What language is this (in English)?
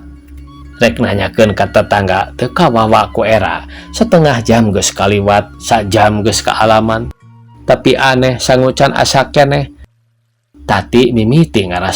Sundanese